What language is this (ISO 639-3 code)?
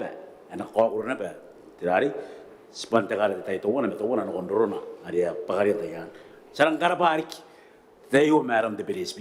gil